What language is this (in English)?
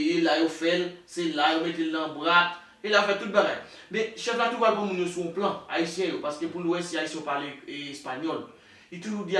Haitian Creole